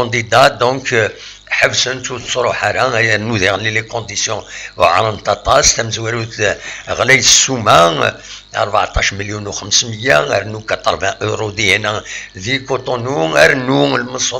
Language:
Kabyle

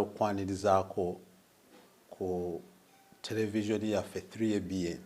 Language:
Ganda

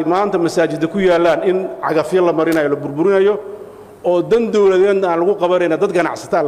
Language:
Somali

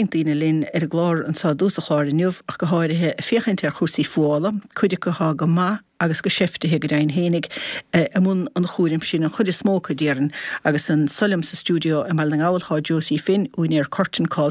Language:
Irish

